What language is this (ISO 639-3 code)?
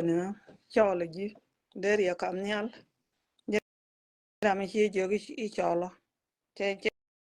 nus